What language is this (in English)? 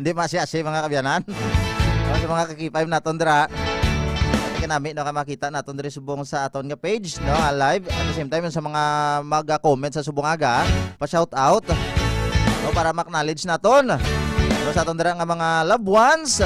Hiligaynon